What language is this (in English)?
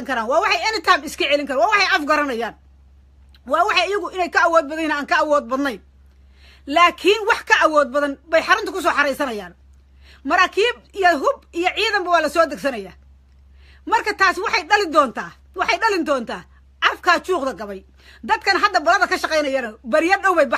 Somali